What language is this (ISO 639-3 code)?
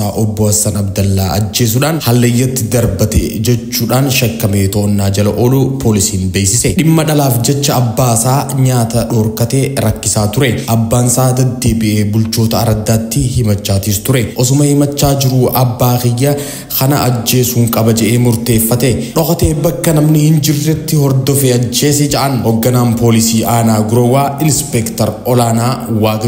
orm